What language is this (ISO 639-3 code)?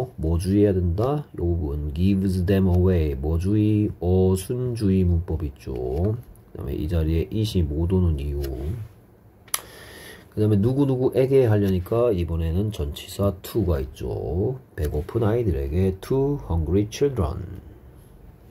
kor